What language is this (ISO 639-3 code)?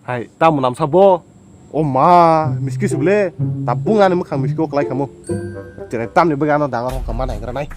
trp